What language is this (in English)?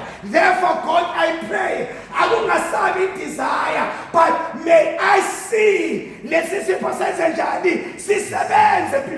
Zulu